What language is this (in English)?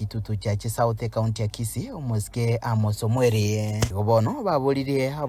Gusii